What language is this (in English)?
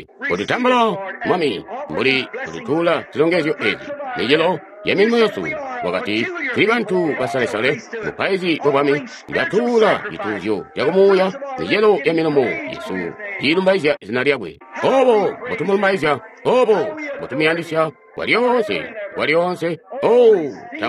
Tonga (Zambia)